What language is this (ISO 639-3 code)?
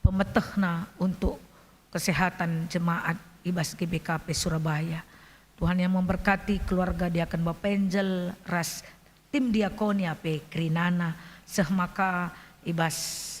btx